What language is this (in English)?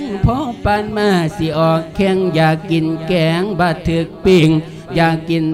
Lao